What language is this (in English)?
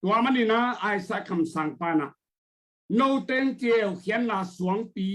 Tedim Chin